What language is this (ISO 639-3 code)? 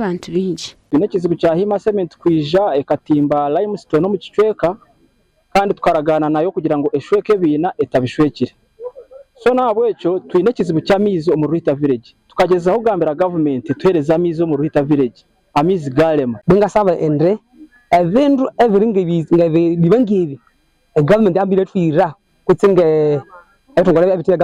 nyn